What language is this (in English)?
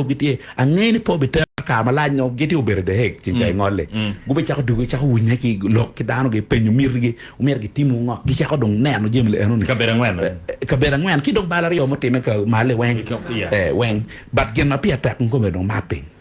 Acoli